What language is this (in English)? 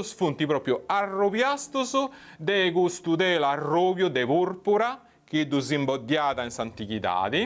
Sardinian